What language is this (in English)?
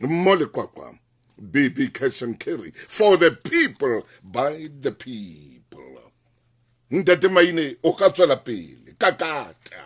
Southern Sotho